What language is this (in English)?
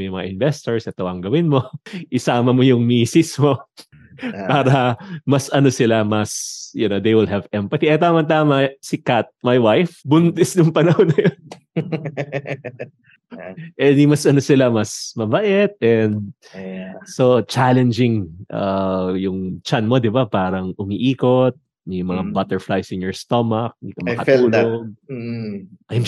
Filipino